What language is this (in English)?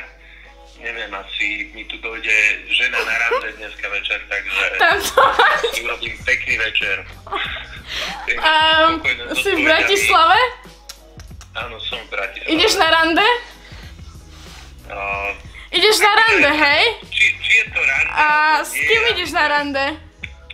Slovak